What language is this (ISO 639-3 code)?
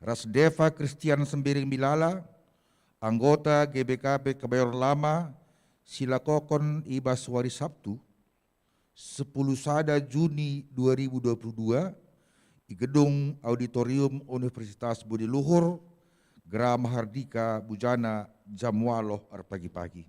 btx